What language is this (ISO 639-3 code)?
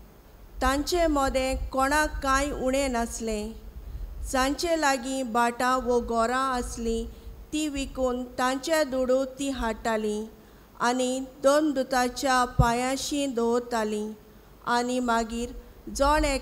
kok